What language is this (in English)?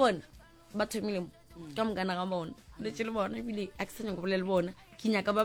Northern Sotho